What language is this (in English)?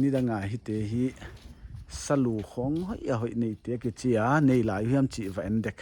Paite Chin